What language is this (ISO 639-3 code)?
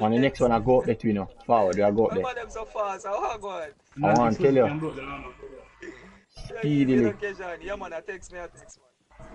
jam